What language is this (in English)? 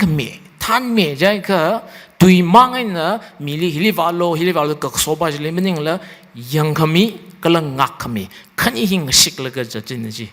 Tangkhul Naga (India)